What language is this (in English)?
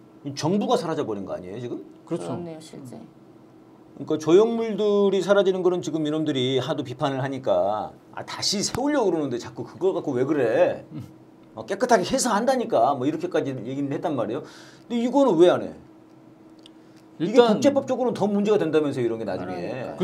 Korean